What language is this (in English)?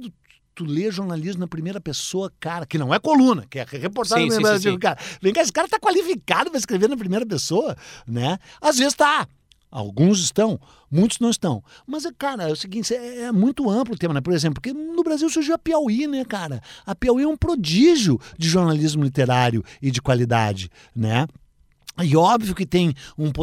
Portuguese